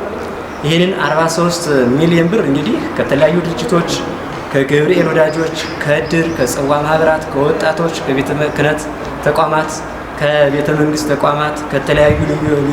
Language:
Amharic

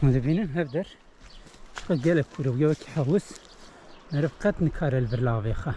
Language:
Kurdish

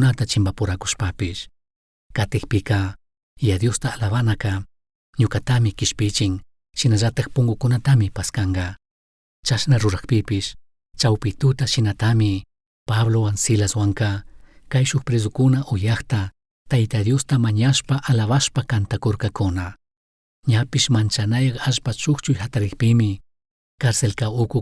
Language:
Chimborazo Highland Quichua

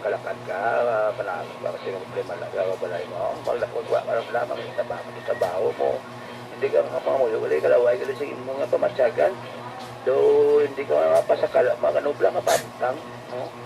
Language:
Hiligaynon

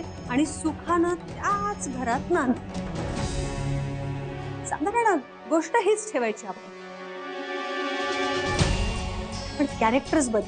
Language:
Marathi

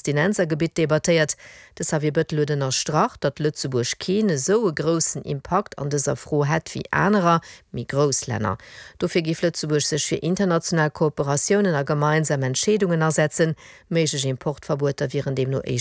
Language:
Luxembourgish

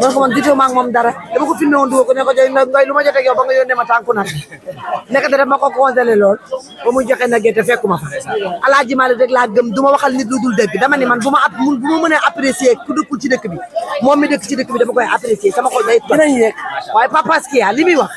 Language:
Wolof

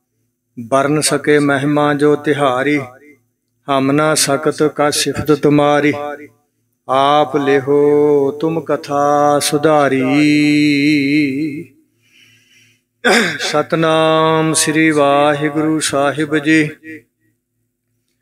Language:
Punjabi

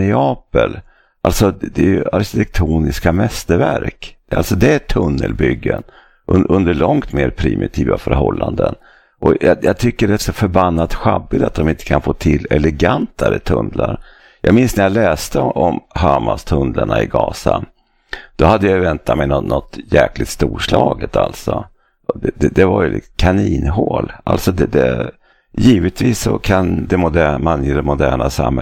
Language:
Swedish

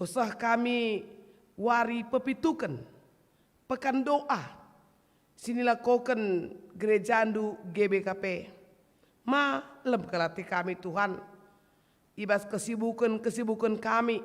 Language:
Batak Karo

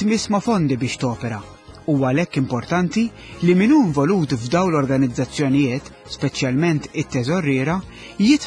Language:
Maltese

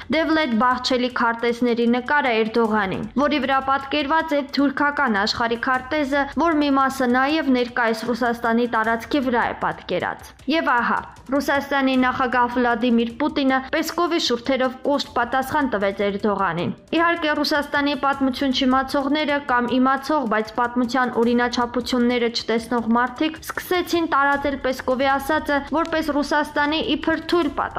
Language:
Armenian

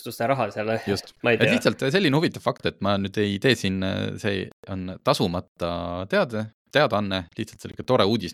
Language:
Estonian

